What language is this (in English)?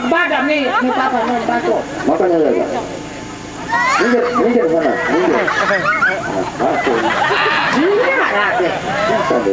Sasak